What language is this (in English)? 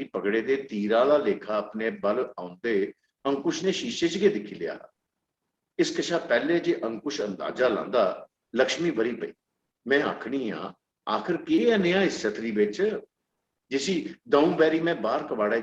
Dogri